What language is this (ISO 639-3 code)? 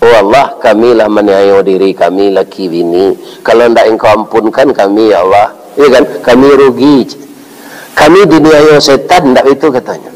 min